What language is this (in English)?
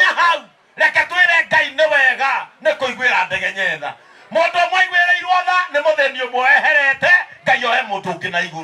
Kikuyu